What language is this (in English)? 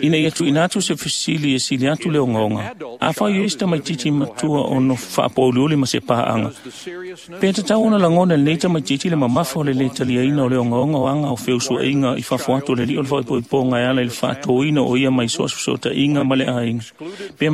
Samoan